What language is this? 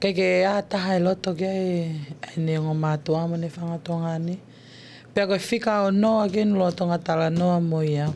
Tongan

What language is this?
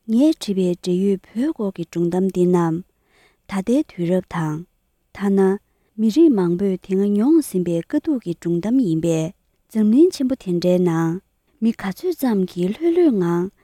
Tibetan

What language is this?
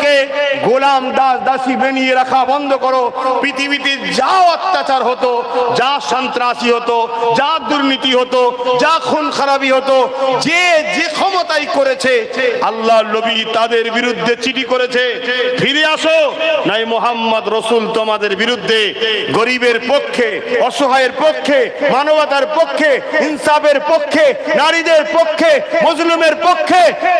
Bangla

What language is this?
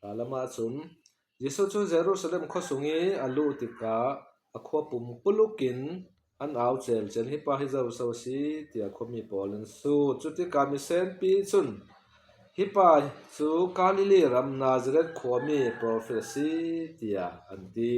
Falam Chin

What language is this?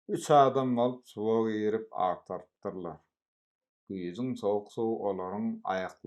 Turkmen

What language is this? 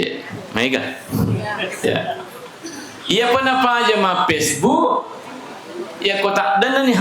Buginese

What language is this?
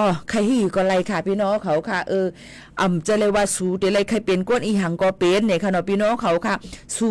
Shan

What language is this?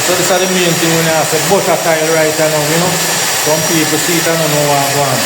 Jamaican Creole English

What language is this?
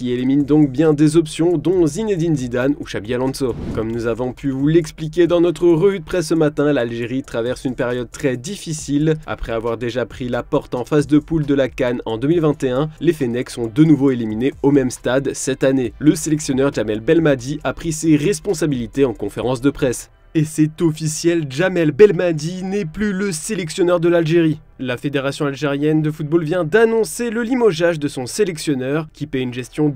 French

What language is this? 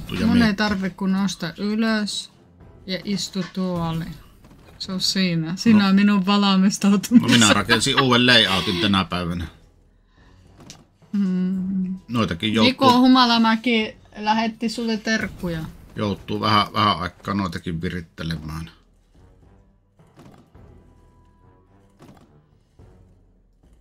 Finnish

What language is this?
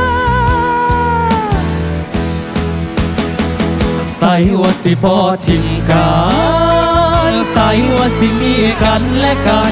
Thai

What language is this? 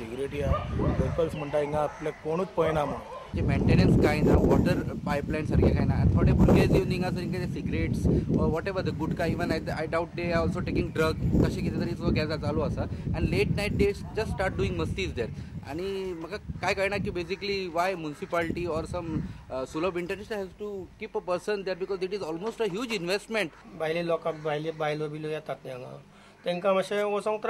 Konkani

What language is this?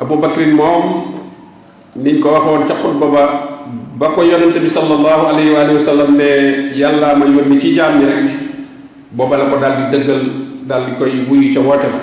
Wolof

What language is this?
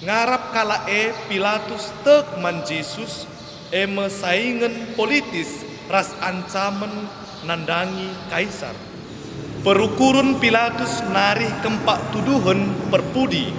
Batak Karo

